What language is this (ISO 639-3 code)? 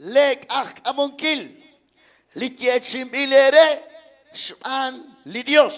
kek